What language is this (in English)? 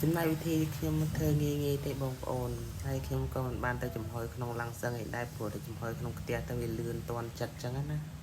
Khmer